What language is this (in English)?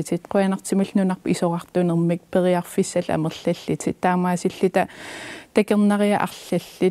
Kalaallisut